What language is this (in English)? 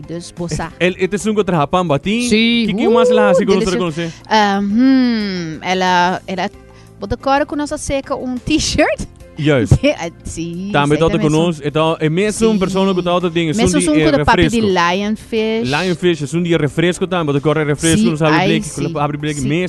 Papiamento